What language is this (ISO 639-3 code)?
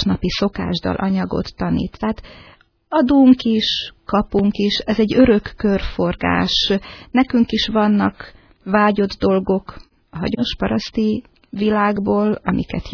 hun